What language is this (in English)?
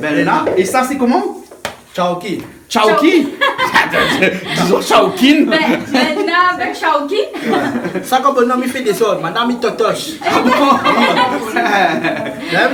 Réunion Creole French